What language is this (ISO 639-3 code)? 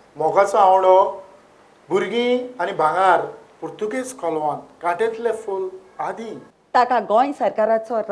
kok